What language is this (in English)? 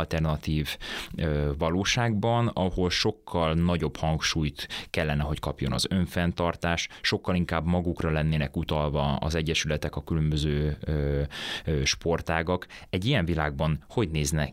Hungarian